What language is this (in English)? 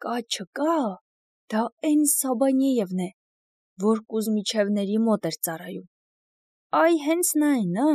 Armenian